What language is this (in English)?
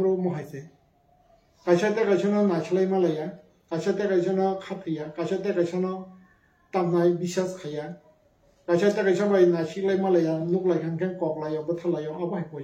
Kok Borok